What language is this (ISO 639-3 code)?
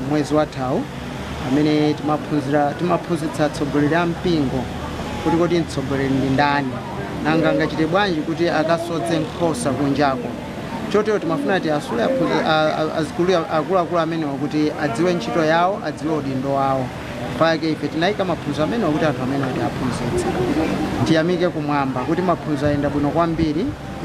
nya